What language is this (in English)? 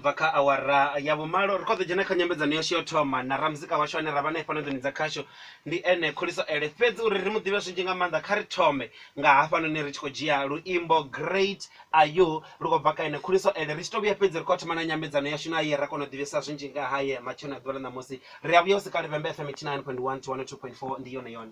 Venda